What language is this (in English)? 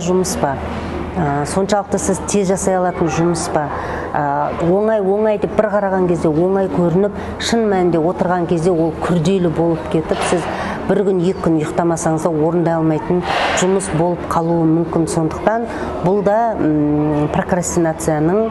Kazakh